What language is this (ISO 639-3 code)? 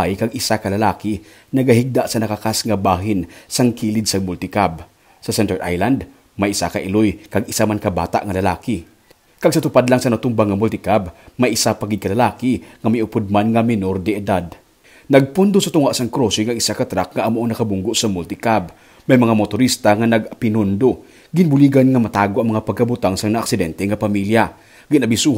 hil